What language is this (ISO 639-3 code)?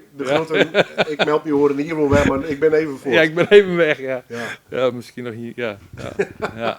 fry